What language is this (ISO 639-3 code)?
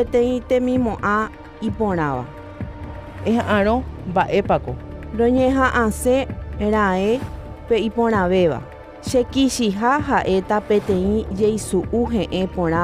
grn